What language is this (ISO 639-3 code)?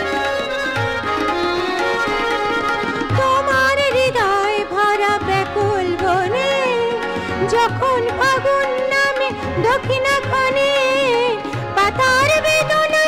ben